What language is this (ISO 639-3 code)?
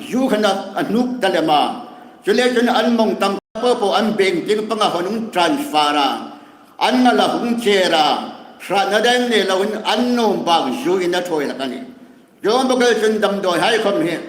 hmr